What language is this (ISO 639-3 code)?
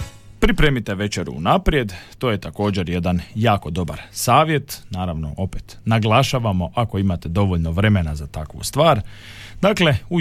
hrv